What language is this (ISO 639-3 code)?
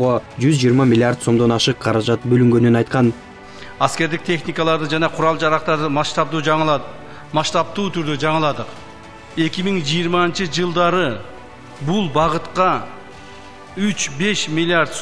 kir